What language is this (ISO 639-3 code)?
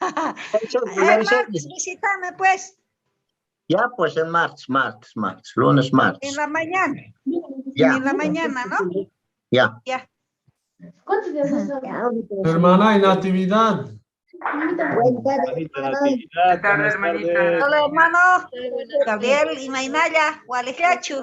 que